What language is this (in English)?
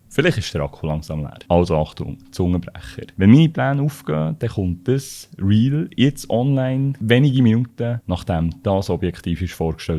Swiss German